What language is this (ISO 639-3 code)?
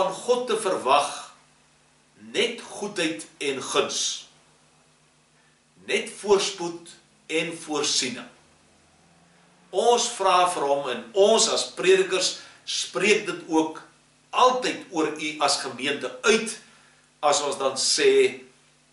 afr